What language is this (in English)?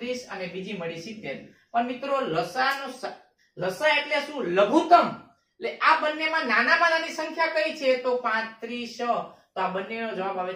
Gujarati